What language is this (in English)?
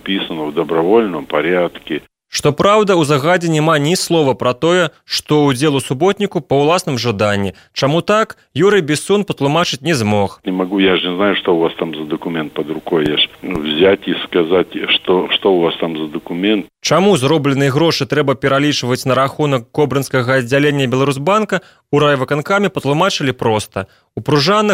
Belarusian